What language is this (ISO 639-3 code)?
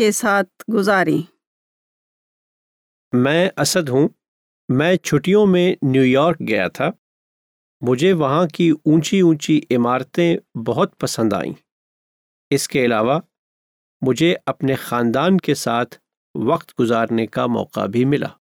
urd